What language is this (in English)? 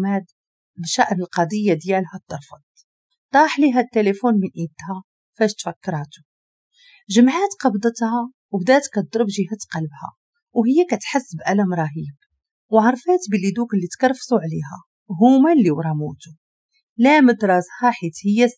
Moroccan Arabic